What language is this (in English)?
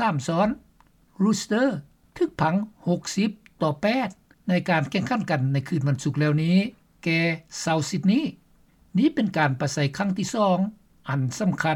Lao